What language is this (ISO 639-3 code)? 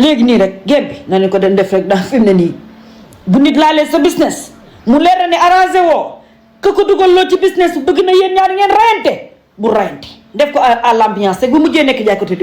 wol